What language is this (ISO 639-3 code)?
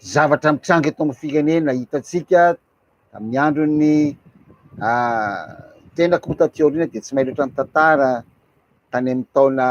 mlg